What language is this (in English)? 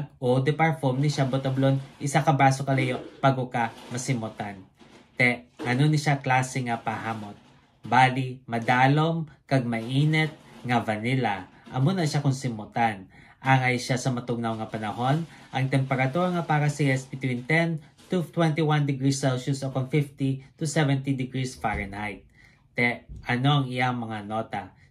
Hiligaynon